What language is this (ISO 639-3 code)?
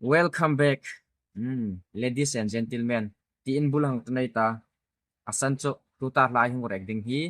hmr